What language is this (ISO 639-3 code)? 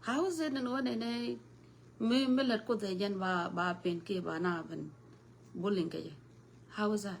nus